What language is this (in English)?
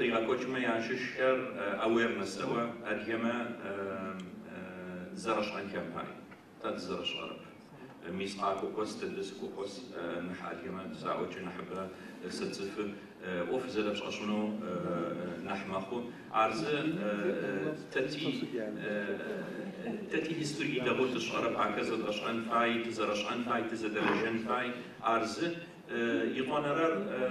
Adyghe